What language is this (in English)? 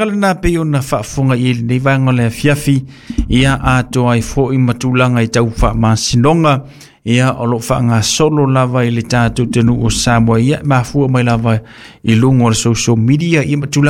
Samoan